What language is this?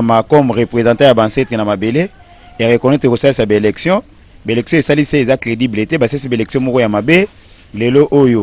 Lingala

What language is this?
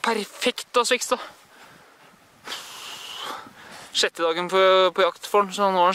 Norwegian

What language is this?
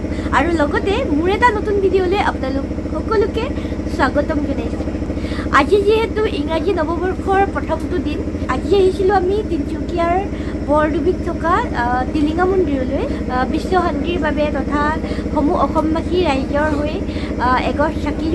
Assamese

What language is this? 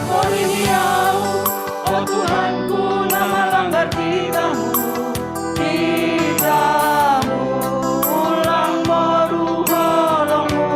Batak Simalungun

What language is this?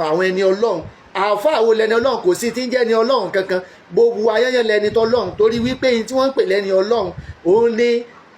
Yoruba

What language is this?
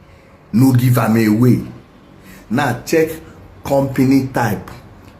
Igbo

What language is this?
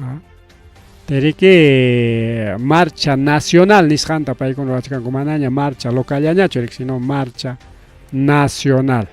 Ayacucho Quechua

